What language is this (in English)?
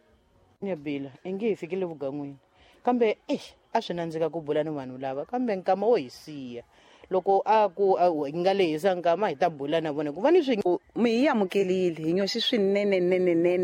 Tsonga